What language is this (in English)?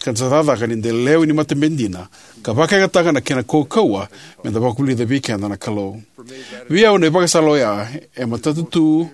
Fijian